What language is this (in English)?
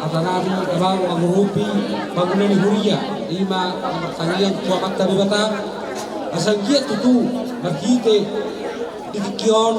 Batak Toba